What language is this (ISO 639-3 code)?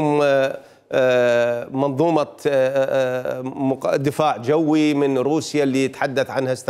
acm